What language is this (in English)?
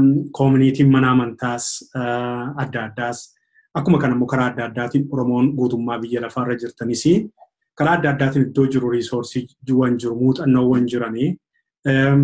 Oromo